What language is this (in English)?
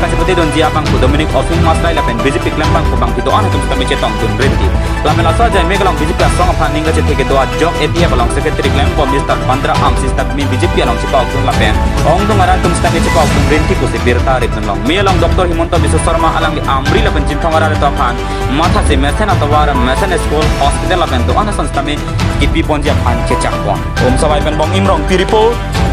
Karbi